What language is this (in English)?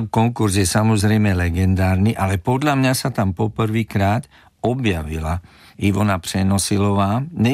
Slovak